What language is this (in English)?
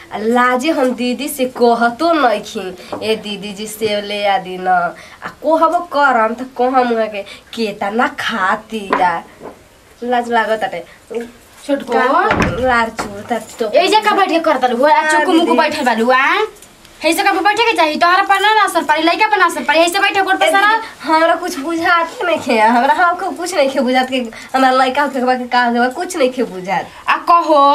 Bhojpuri